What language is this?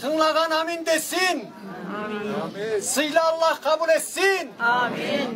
Karachay-Balkar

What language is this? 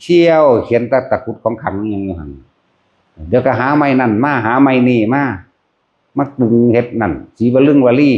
Northeastern Thai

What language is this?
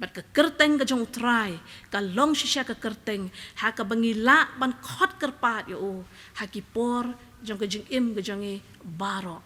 Khasi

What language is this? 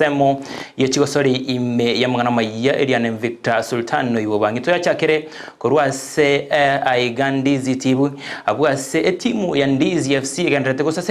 Gusii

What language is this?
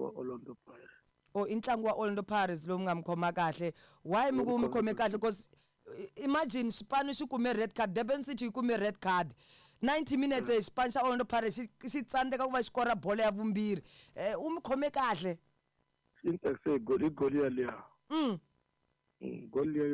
Tsonga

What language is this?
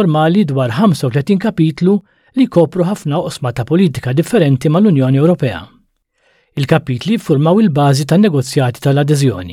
Maltese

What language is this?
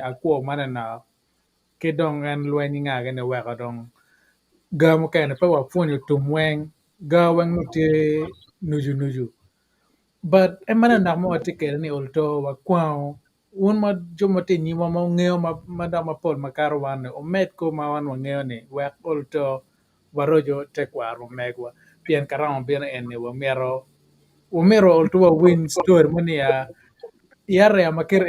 Acoli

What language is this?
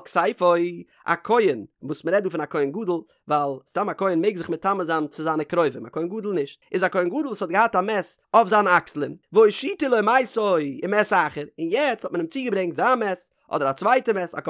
Yiddish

